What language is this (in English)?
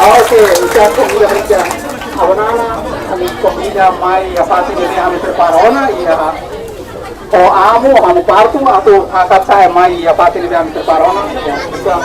Tetum